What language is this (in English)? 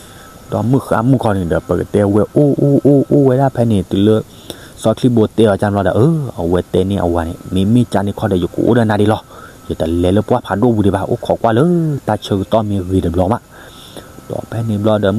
S'gaw Karen